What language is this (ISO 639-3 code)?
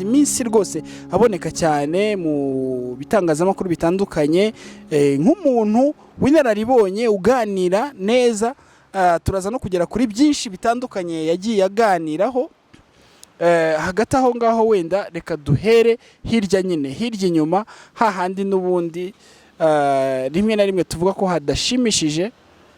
kin